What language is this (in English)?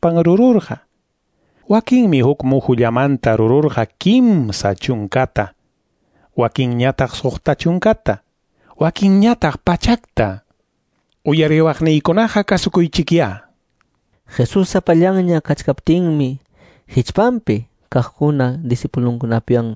Quechua